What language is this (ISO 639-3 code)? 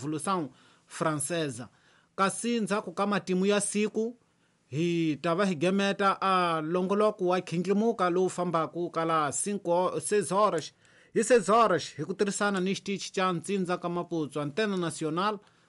tso